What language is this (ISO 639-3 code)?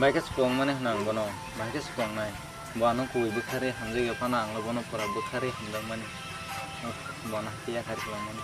trp